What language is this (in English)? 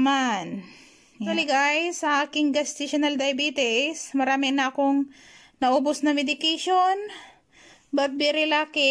Filipino